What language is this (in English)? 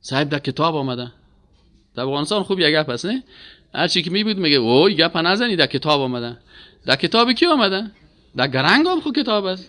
Persian